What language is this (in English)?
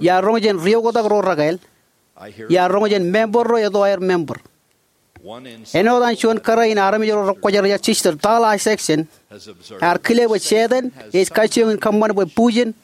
Marshallese